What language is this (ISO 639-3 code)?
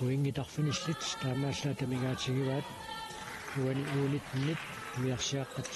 kal